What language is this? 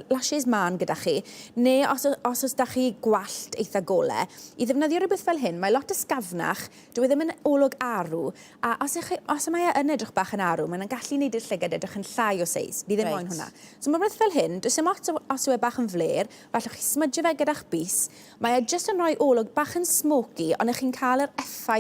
Welsh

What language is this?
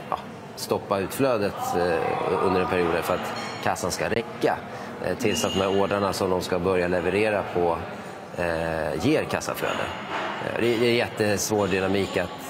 Swedish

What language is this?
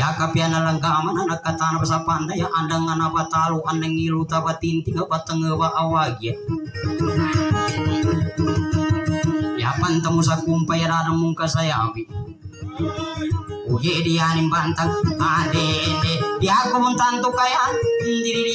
Maguindanaon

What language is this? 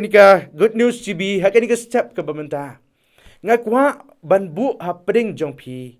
Khasi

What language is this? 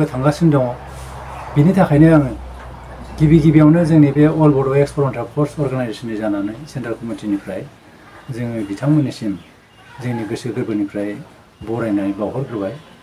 Bodo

